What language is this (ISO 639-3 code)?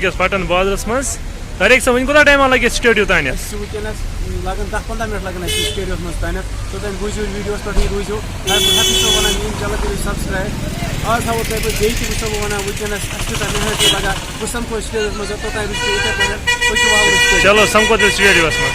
kas